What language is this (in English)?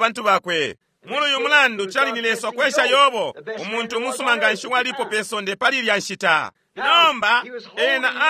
Bemba